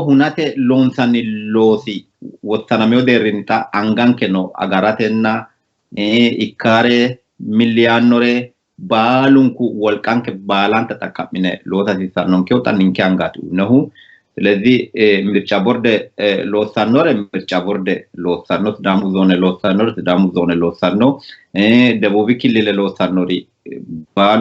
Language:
Sidamo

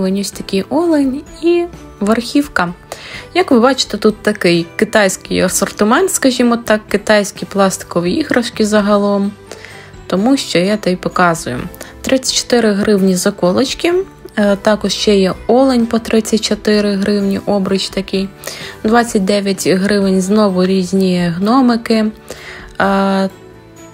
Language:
Ukrainian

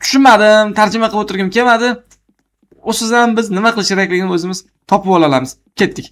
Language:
Uzbek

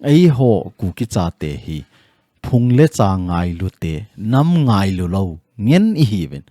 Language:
Thado Chin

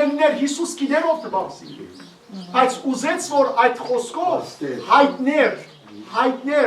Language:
Western Armenian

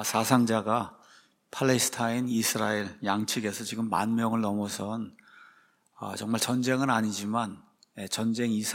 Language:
Korean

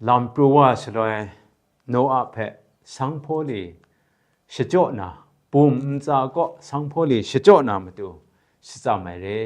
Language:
Kachin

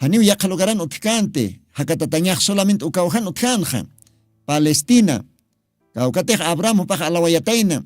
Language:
Aymara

